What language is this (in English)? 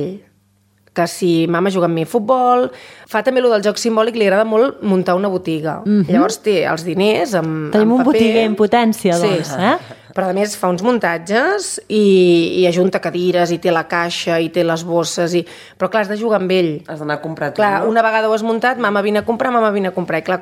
Catalan